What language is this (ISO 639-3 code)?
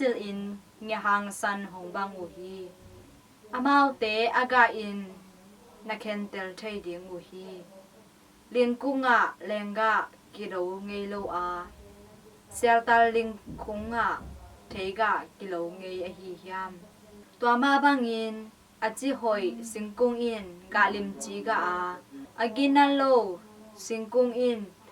ctd